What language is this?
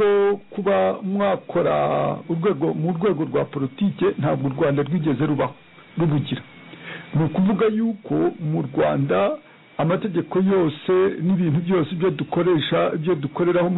Kinyarwanda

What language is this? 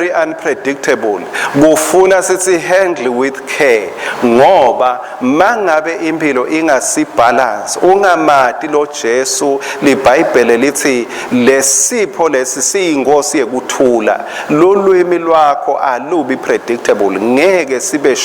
Swati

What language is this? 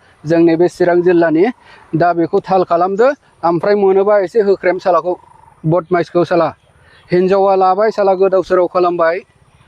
Bodo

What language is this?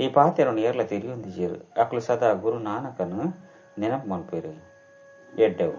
Tulu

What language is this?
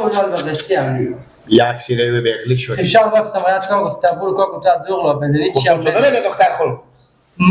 Persian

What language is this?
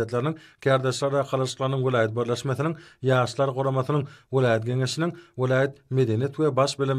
Turkmen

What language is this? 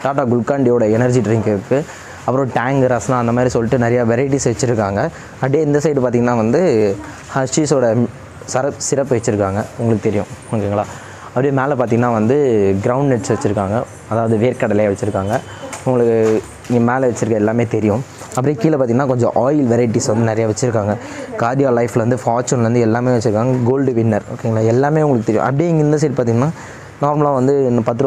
Tamil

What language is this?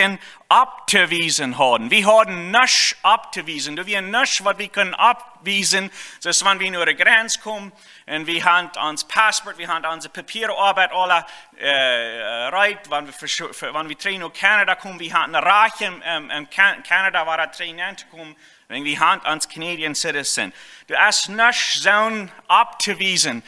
Plautdietsch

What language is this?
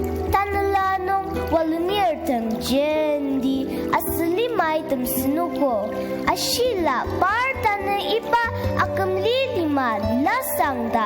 Ao Naga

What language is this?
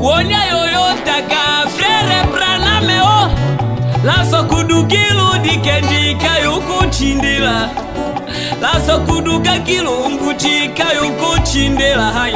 Tetela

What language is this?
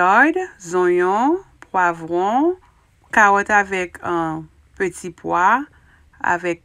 Haitian Creole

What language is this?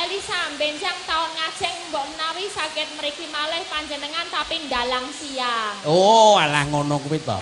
Javanese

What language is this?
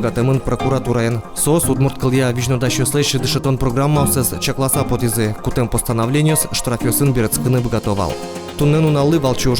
Udmurt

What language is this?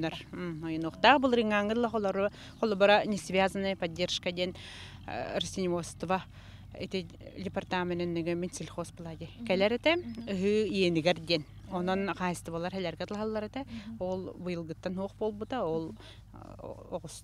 Yakut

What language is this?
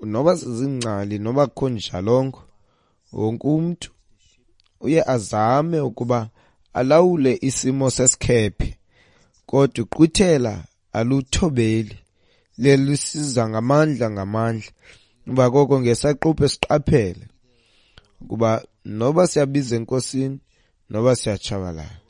Xhosa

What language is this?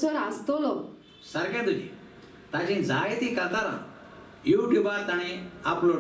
Konkani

